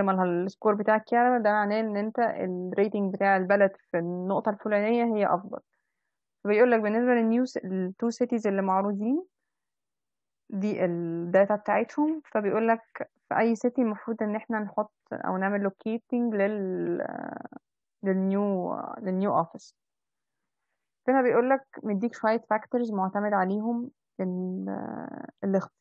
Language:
Egyptian Arabic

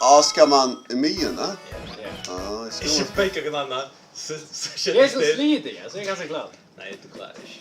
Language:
Faroese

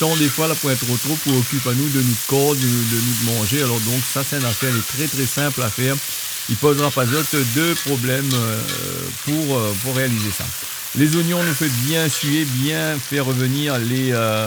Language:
Réunion Creole French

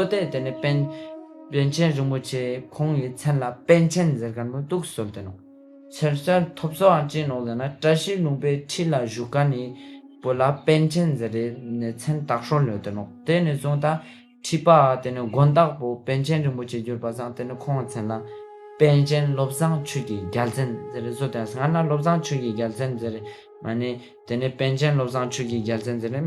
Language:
Ladakhi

